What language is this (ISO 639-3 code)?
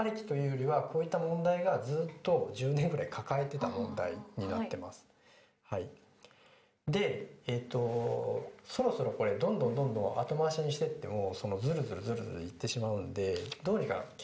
jpn